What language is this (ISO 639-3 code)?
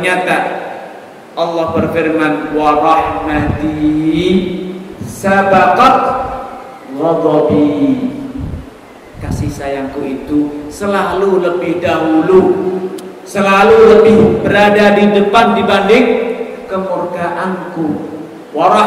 ind